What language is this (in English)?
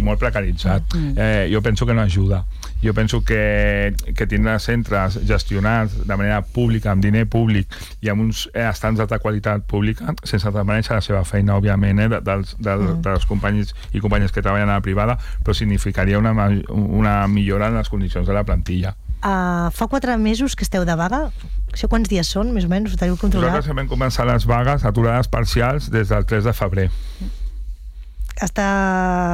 Catalan